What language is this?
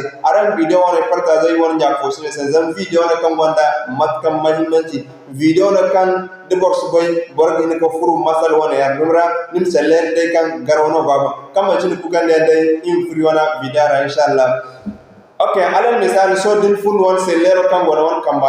Zarma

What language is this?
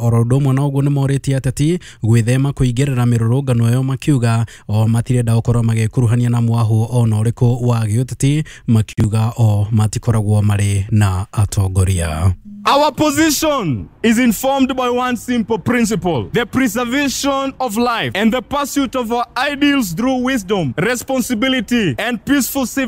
Kikuyu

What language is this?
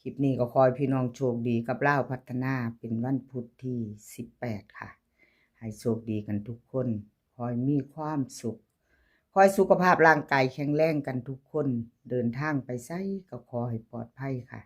Northeastern Thai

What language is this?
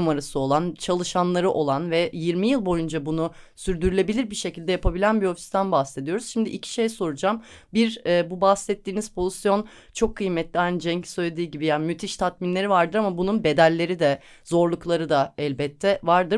Turkish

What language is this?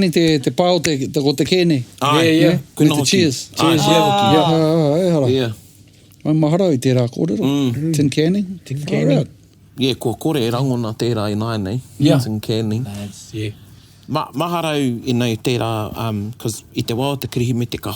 Māori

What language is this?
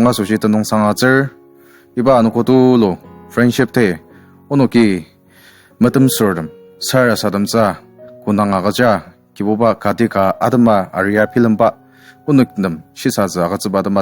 Ao Naga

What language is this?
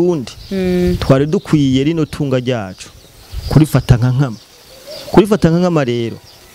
Rundi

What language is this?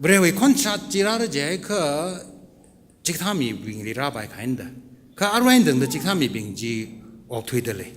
Tangkhul Naga (India)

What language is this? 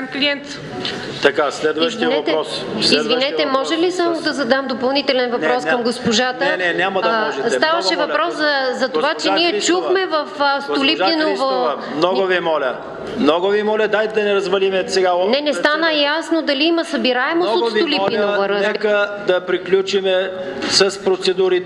Bulgarian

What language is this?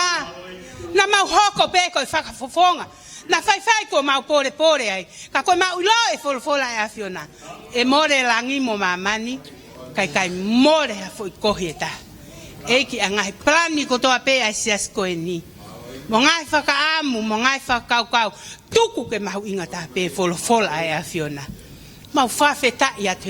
Tongan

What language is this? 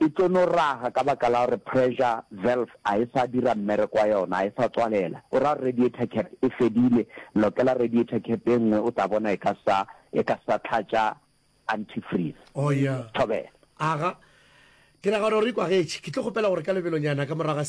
Northern Sotho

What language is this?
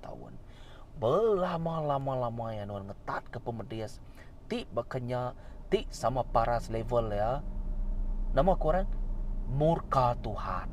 Iban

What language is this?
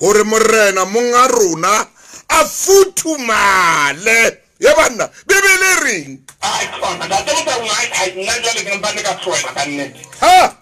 Southern Sotho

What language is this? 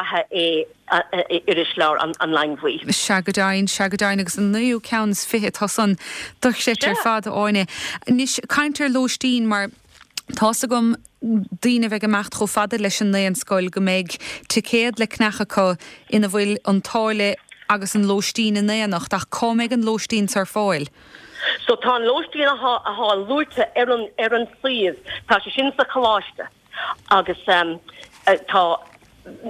Irish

